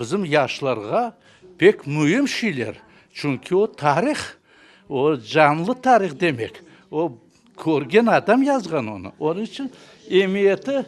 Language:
Crimean Tatar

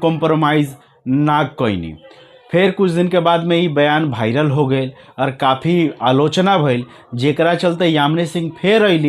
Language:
Bhojpuri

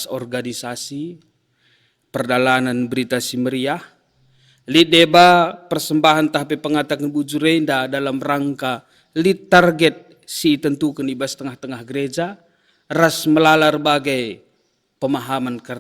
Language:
Batak Karo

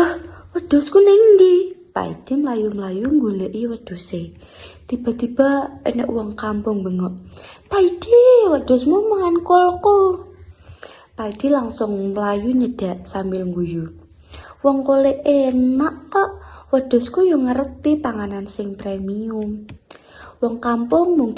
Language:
Javanese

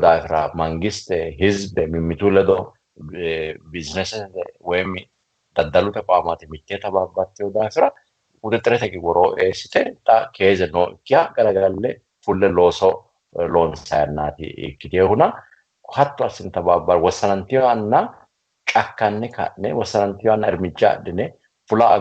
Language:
Sidamo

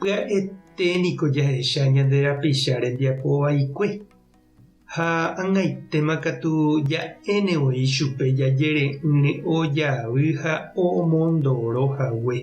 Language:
Guarani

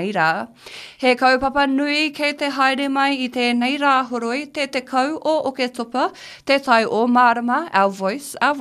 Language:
Māori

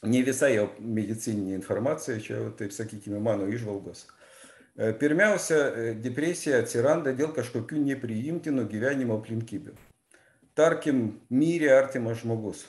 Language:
Lithuanian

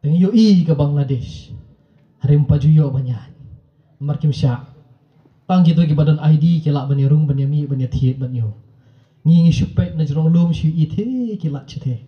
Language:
Khasi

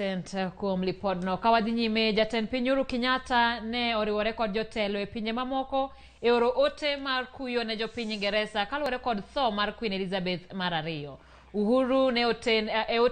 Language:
Luo (Kenya and Tanzania)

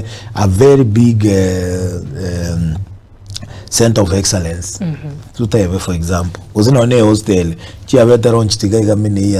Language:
Gusii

